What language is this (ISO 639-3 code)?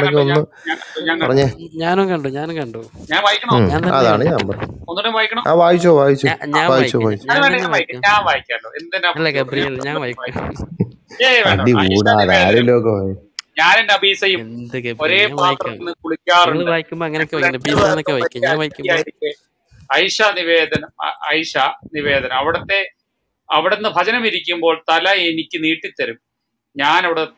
mal